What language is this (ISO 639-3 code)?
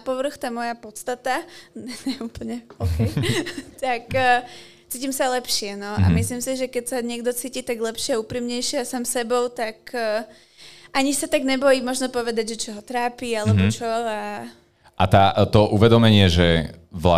slk